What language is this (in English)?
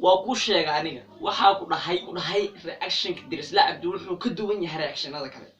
Somali